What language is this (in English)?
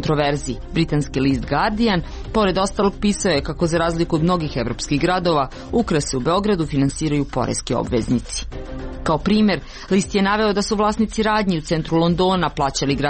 Serbian